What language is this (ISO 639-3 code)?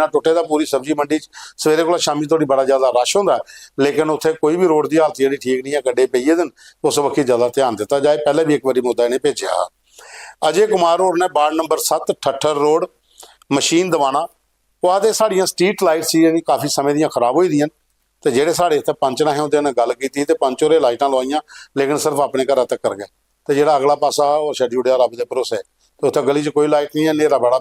doi